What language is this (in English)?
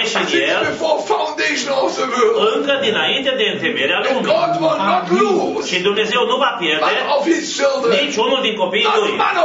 Romanian